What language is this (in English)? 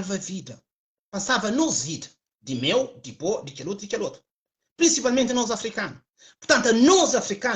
Kabuverdianu